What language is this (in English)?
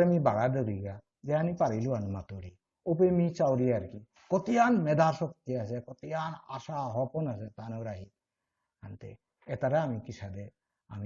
Bishnupriya